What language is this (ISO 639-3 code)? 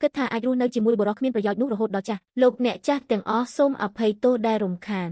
khm